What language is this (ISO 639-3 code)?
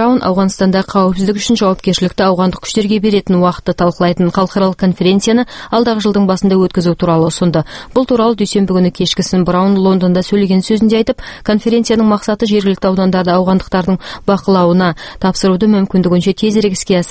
kaz